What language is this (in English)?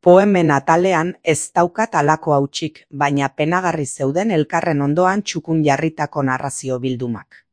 Basque